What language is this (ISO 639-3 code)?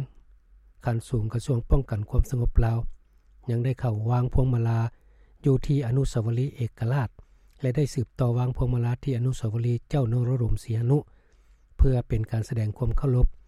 lao